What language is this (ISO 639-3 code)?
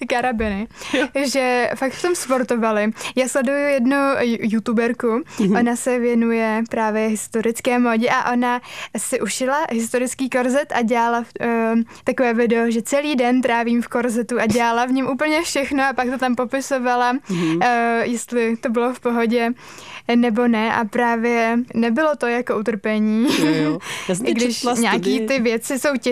ces